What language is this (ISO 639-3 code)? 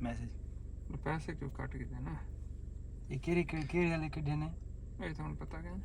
skr